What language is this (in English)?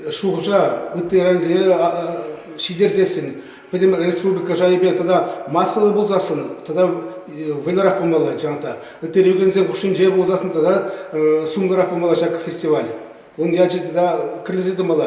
Chuvash